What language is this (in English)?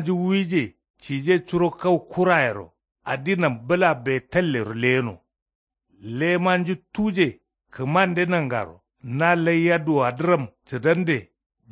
Kanuri